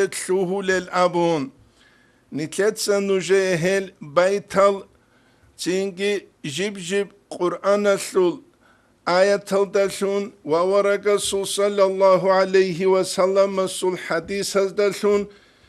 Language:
Avaric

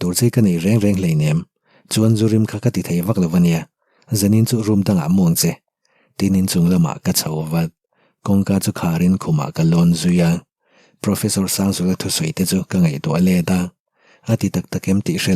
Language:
Mizo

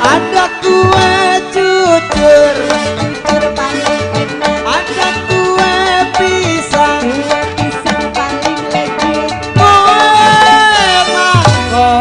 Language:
Betawi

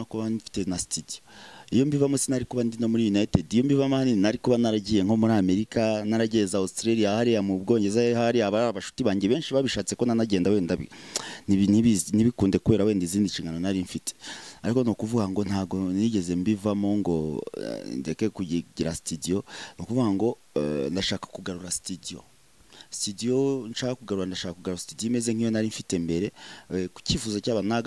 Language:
Kinyarwanda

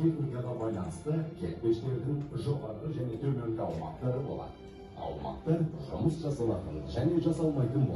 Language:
Kazakh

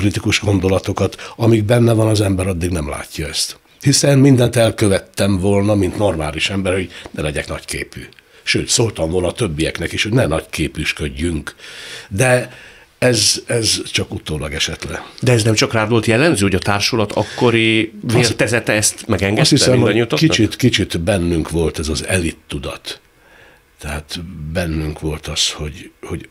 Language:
Hungarian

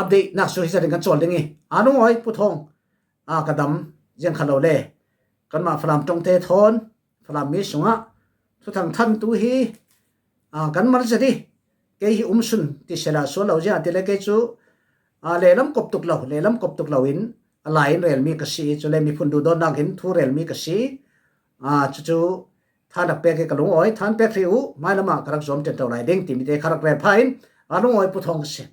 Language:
Falam Chin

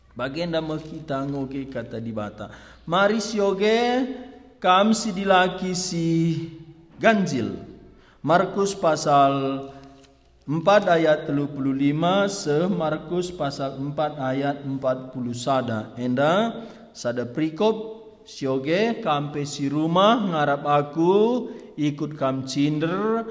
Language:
Batak Karo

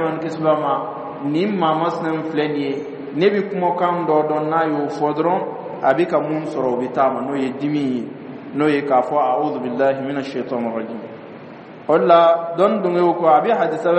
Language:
Dyula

